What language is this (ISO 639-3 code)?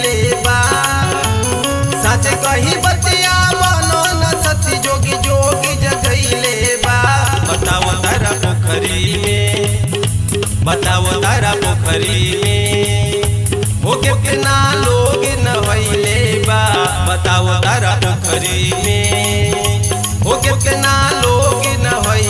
bho